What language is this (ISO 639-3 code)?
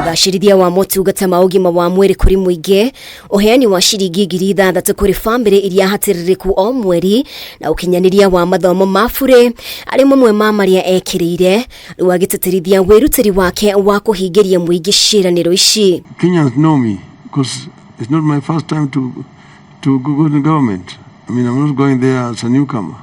kik